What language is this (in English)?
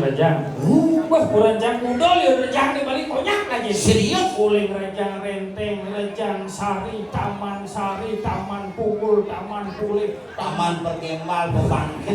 Balinese